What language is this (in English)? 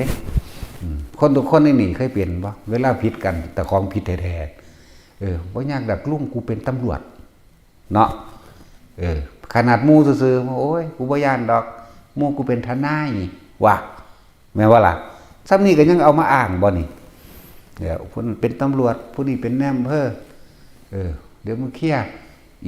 Northeastern Thai